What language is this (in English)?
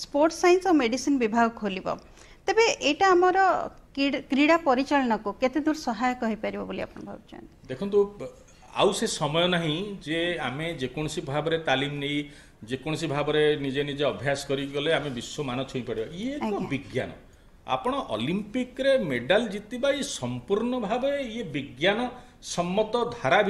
Odia